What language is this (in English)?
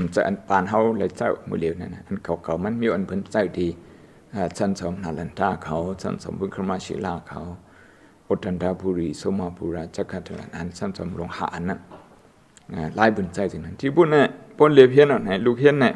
Shan